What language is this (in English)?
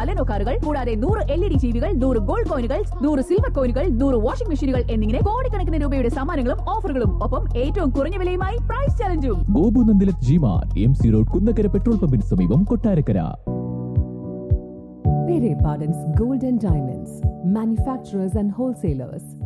Malayalam